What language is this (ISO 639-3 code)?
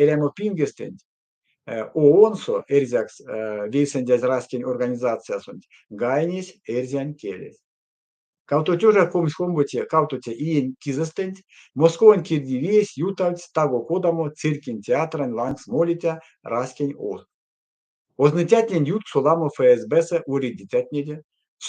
myv